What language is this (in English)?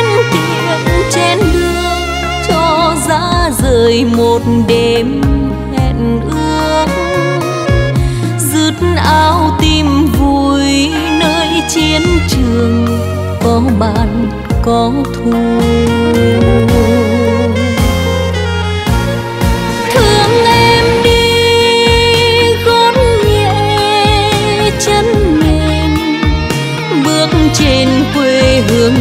Vietnamese